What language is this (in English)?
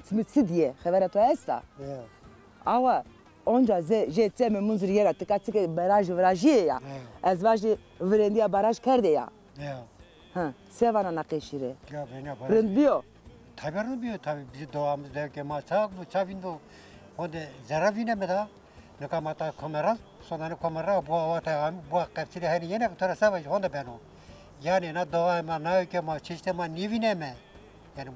Zaza